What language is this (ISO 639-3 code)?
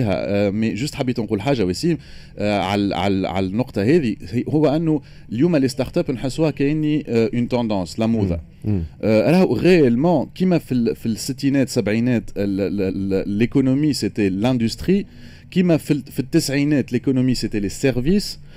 aeb